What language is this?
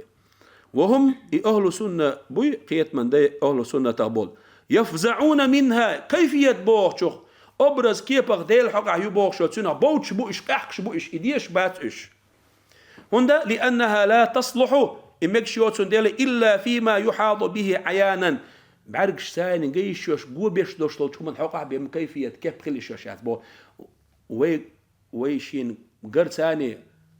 Chechen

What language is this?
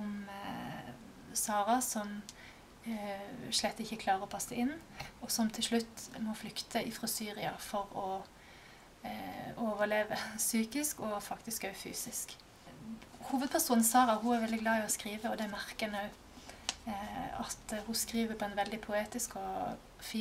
Norwegian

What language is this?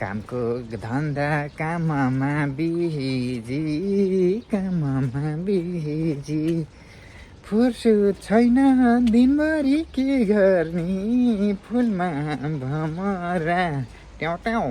Nepali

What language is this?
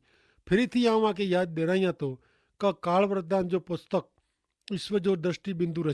Kachhi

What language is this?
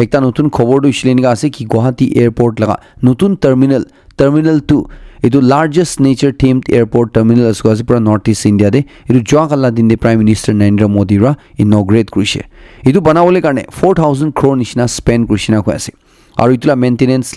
Naga Pidgin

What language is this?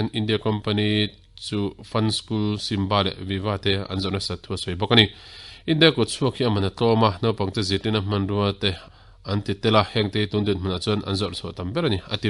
Mizo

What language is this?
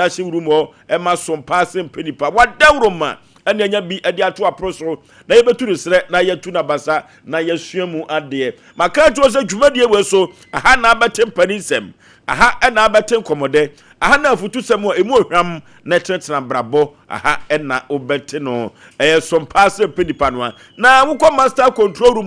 Akan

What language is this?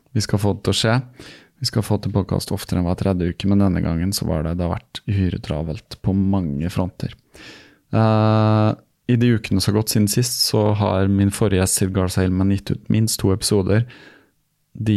Norwegian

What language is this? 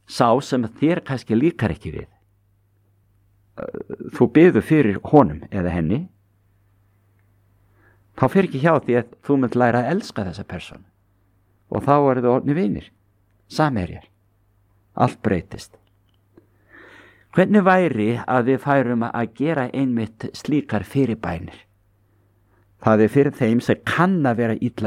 Icelandic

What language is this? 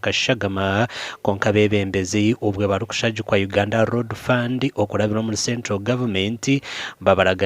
Nyankole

